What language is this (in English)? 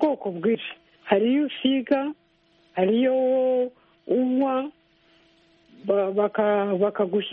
Kinyarwanda